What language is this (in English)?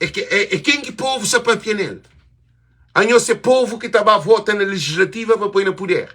Kabuverdianu